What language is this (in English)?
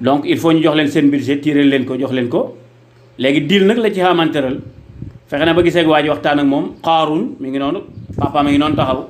Wolof